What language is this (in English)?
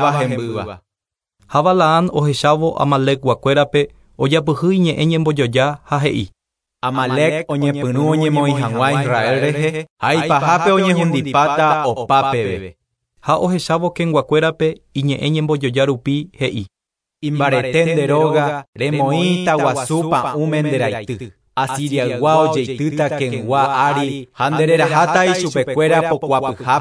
Guarani